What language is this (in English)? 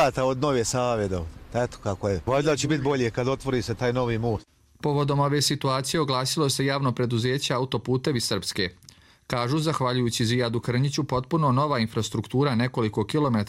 Croatian